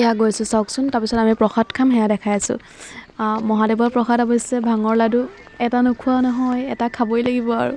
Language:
Assamese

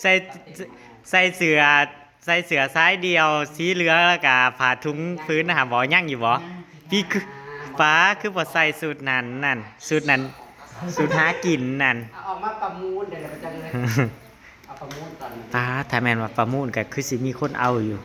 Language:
Northeastern Thai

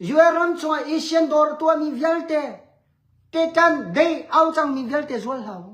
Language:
Hakha Chin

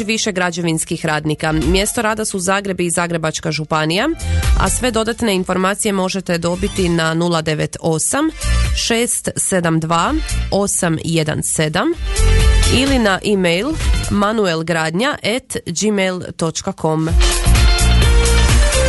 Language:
Croatian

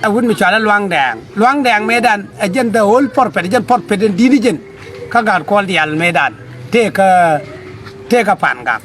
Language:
Nuer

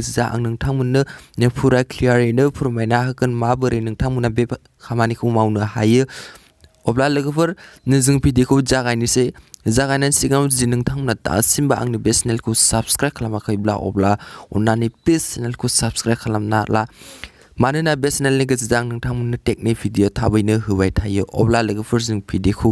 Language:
Bodo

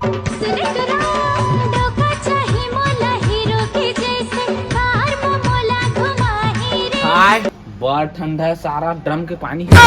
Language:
Chhattisgarhi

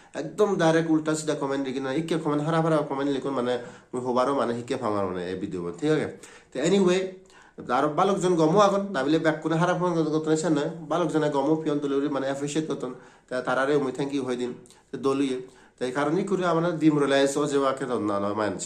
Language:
Chakma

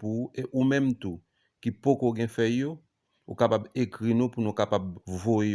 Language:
Haitian Creole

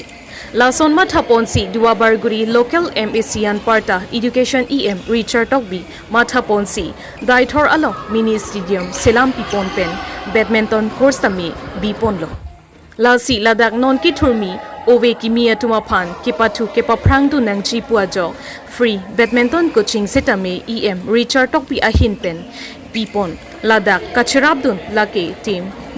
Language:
Karbi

